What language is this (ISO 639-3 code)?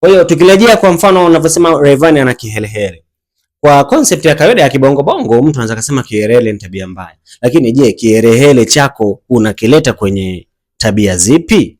swa